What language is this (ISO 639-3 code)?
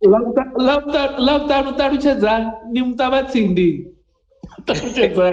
ven